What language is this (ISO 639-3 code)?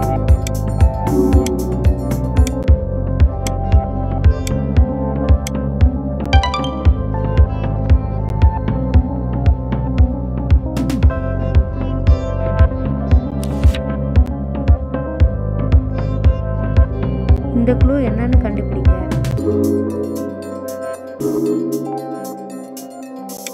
tam